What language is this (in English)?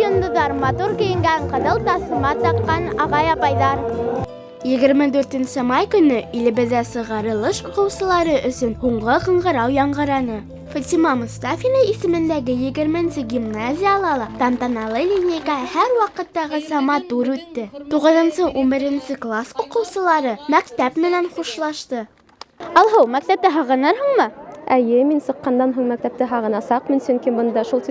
Bashkir